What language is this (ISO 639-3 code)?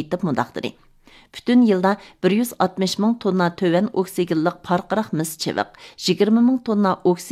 uig